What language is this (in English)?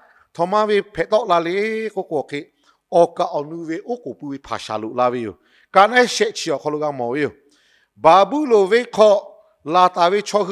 Lahu